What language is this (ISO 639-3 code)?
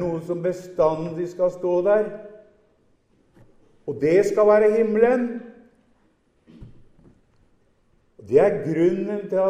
nor